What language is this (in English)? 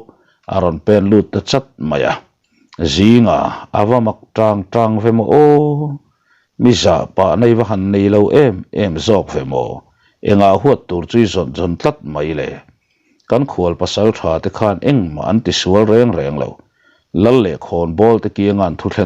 Mizo